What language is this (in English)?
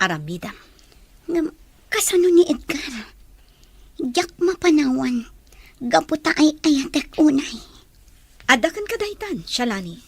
Iloko